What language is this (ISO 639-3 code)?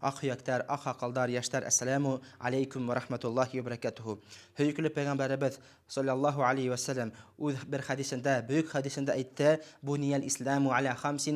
bak